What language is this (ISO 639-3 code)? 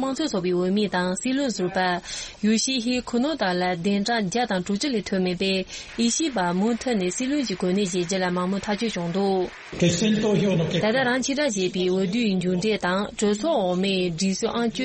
bod